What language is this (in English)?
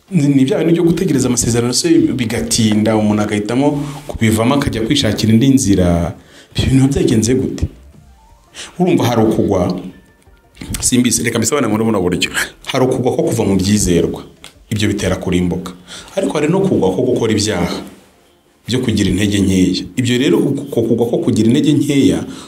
Kinyarwanda